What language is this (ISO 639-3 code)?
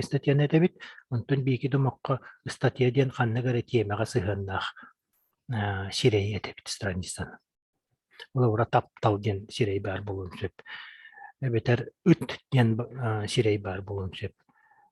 sah